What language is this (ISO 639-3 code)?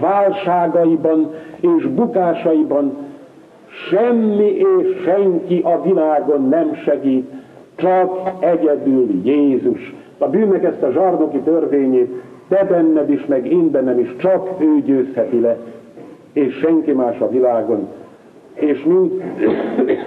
hun